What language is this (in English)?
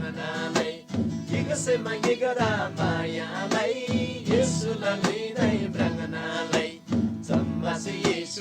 Eastern Tamang